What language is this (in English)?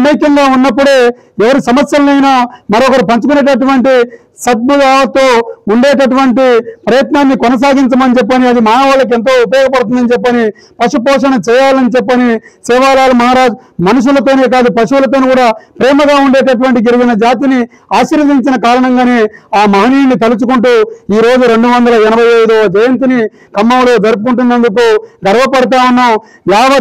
Telugu